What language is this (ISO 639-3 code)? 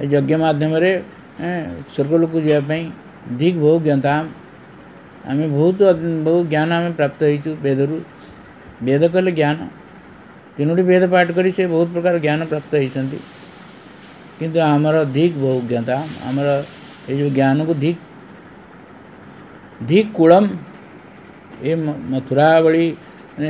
ori